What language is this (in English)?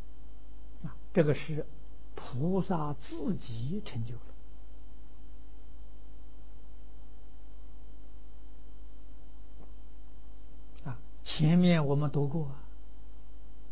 Chinese